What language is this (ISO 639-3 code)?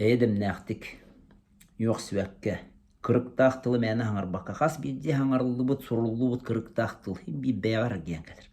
sah